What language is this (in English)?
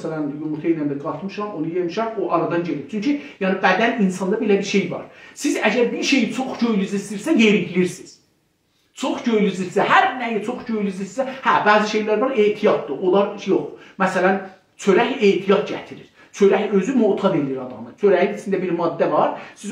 South Azerbaijani